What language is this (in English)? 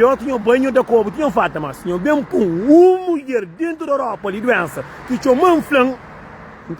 Kabuverdianu